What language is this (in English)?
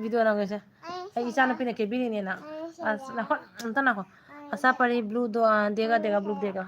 Manipuri